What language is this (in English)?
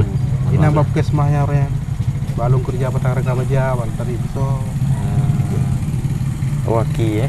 Achinese